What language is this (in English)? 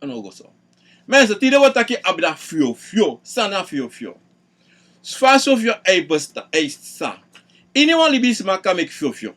Sranan Tongo